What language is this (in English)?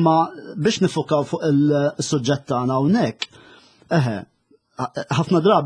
Maltese